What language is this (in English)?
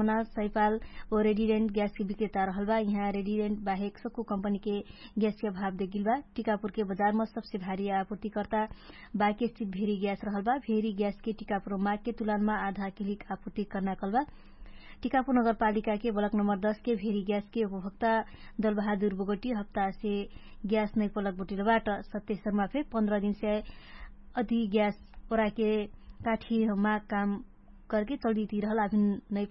Dangaura Tharu